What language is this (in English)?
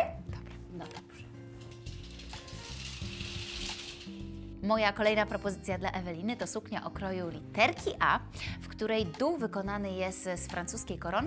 Polish